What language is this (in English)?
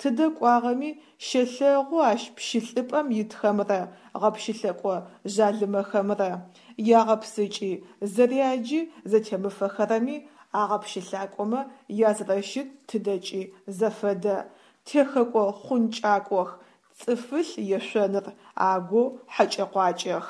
Adyghe